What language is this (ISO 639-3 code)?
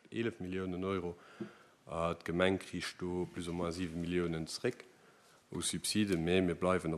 ltz